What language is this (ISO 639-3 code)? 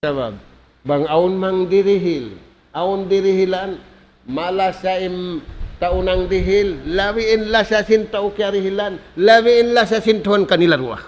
tsg